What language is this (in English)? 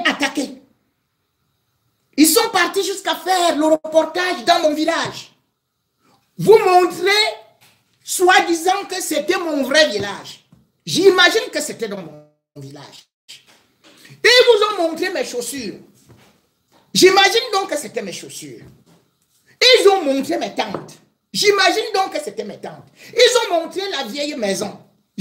French